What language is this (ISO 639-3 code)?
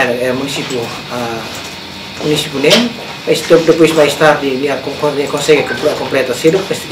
tet